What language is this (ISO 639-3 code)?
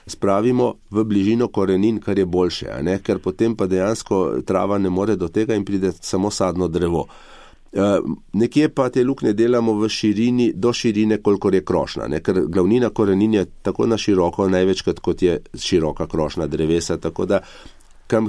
slv